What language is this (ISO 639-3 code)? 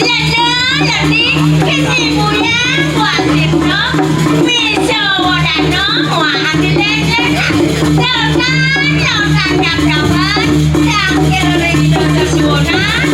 ban